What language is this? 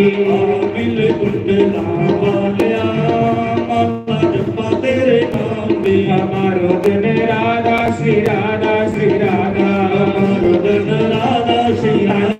Dogri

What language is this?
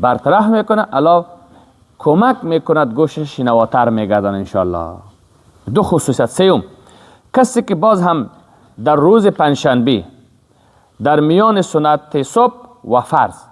Persian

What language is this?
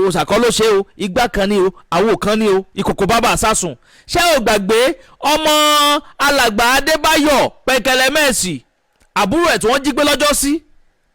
Yoruba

